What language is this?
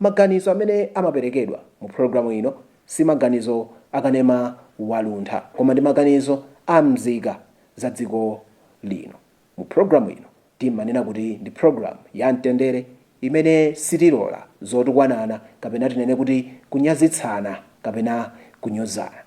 Nyanja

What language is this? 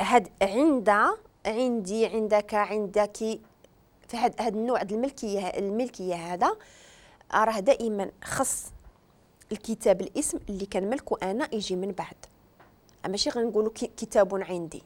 Moroccan Arabic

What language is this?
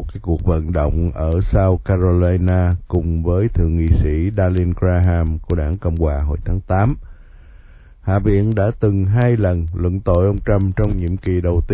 Vietnamese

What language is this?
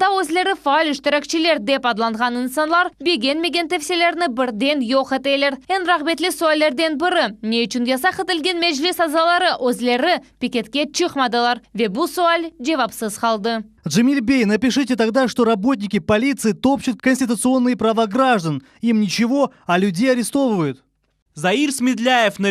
Crimean Tatar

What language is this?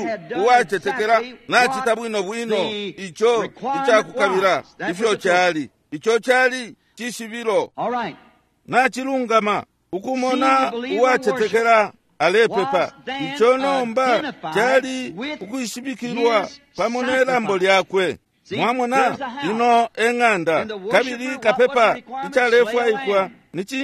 Bemba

